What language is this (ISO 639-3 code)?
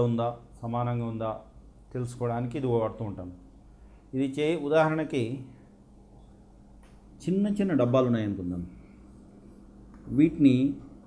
tel